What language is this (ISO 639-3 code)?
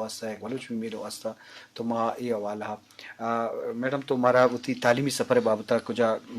brh